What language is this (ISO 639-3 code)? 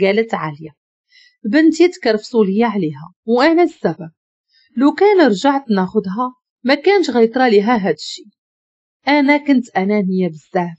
ary